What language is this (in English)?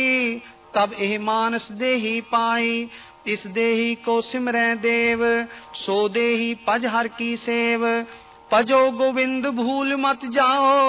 Punjabi